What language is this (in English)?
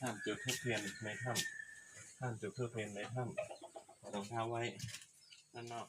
Shan